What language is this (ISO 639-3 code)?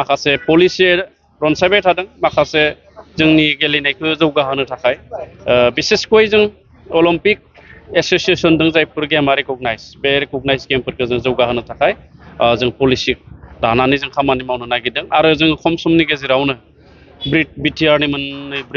brx